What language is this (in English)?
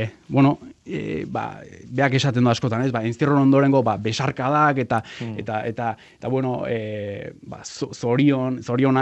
Basque